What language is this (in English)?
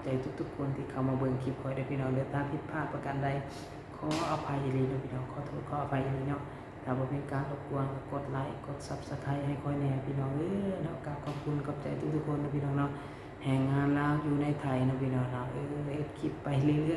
Lao